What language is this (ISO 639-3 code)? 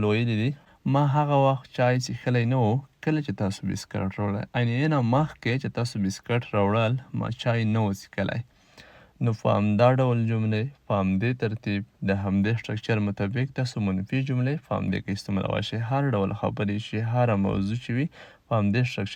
pus